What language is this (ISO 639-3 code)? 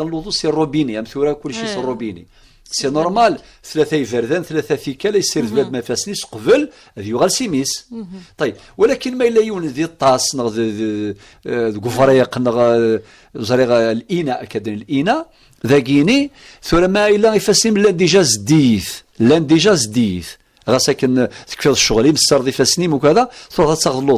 kab